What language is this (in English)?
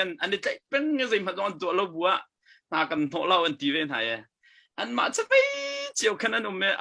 Hakha Chin